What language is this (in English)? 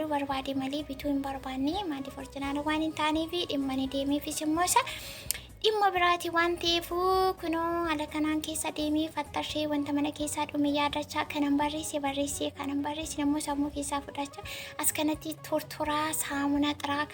Oromo